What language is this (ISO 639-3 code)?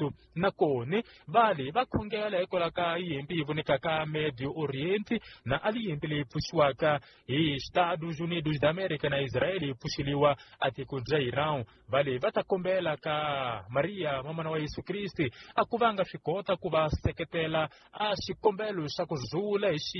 tso